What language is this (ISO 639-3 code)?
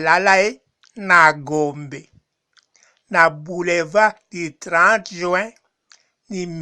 lin